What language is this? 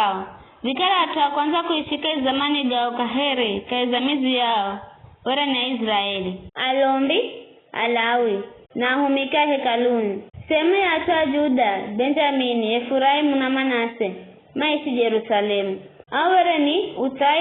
Giryama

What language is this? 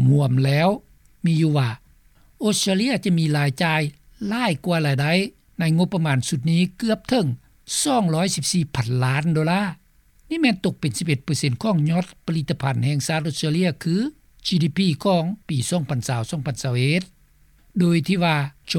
Lao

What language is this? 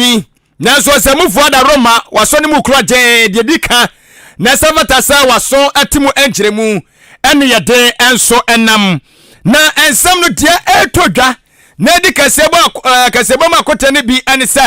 Akan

